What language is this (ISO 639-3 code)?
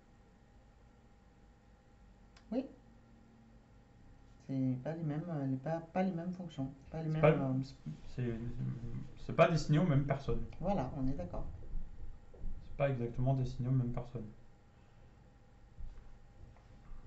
fra